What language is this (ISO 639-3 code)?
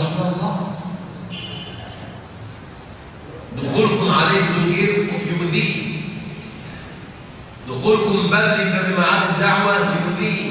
ara